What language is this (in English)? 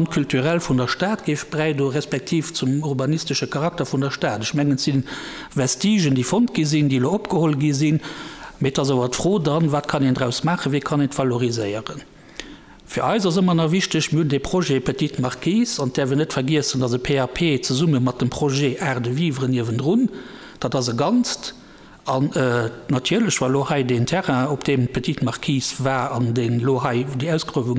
Luxembourgish